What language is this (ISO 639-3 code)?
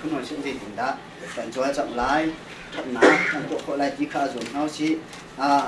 cnh